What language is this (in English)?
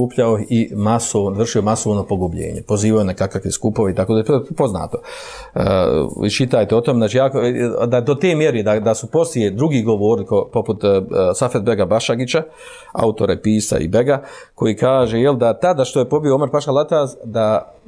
Bosnian